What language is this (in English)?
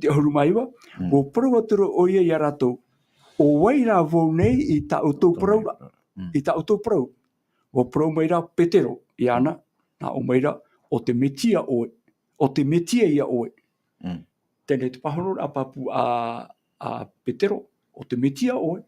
Tahitian